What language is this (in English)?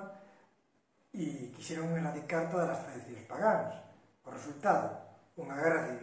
Galician